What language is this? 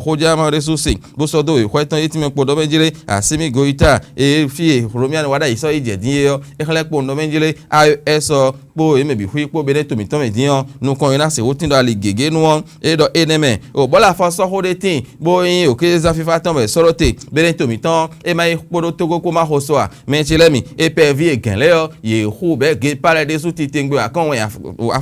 Fon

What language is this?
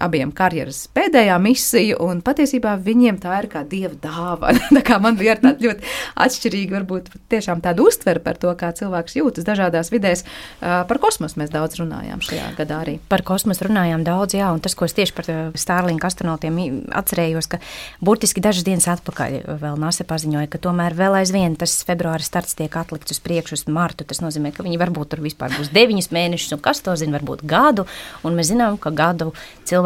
Latvian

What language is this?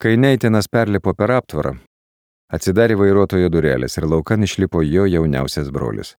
Lithuanian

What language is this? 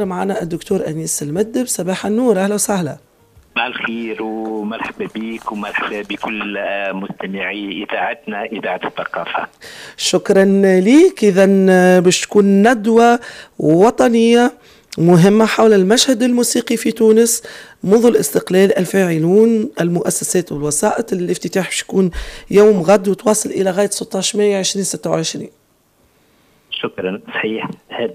Tunisian Arabic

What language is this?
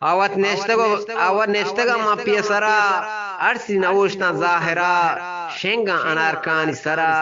Eastern Balochi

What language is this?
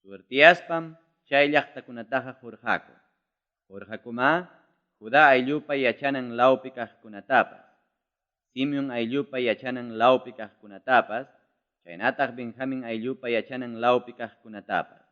Ayacucho Quechua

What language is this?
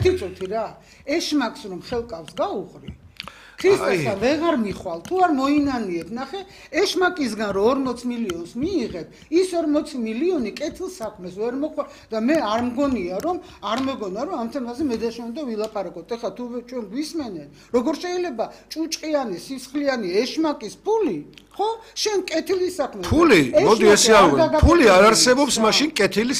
Georgian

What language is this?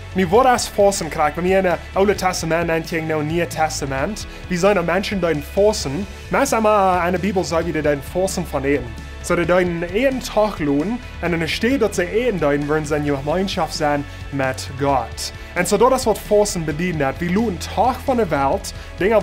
Plautdietsch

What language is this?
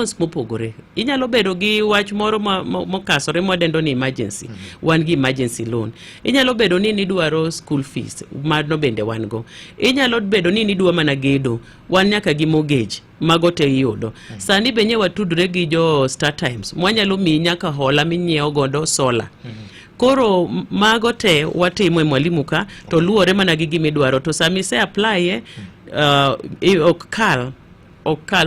Luo (Kenya and Tanzania)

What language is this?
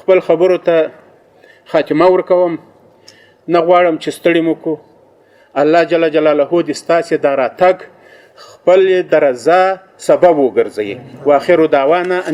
Pashto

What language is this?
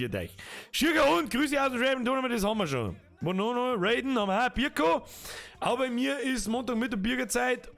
Bavarian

